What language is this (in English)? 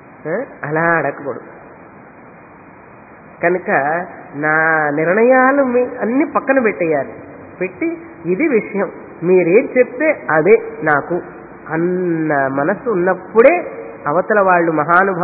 Telugu